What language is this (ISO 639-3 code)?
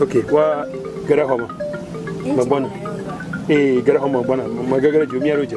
ewe